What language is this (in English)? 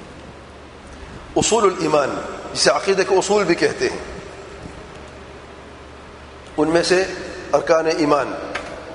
Urdu